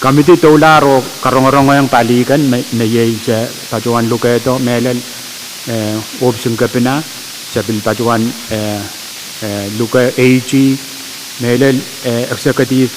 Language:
Pohnpeian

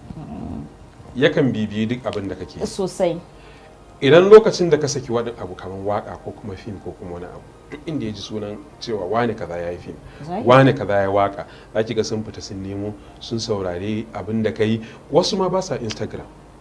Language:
Hausa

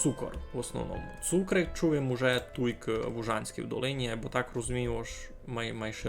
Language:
Rusyn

